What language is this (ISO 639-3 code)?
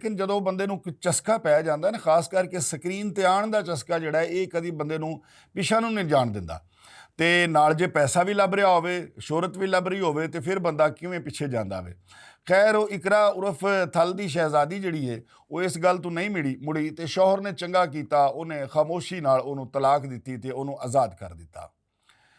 lah